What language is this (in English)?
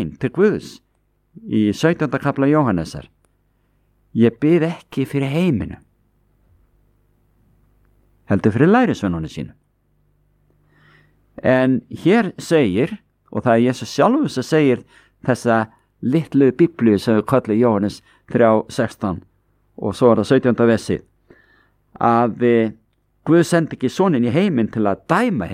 Icelandic